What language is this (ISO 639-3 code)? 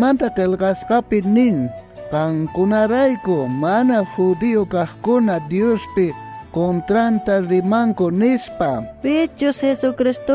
quh